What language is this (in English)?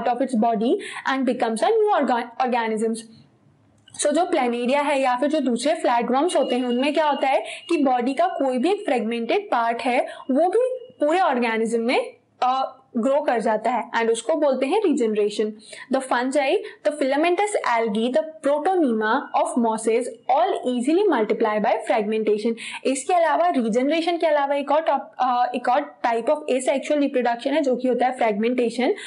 Hindi